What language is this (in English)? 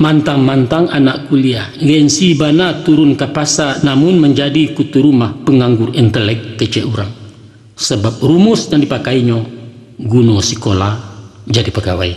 Minangkabau